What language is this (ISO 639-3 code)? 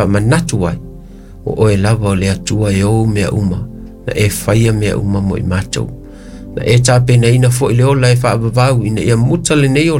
smo